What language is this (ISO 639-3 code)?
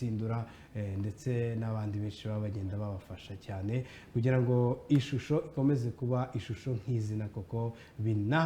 kin